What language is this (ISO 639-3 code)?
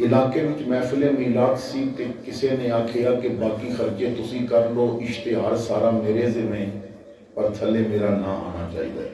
lah